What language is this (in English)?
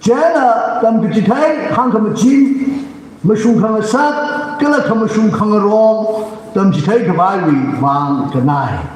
Tangkhul Naga (India)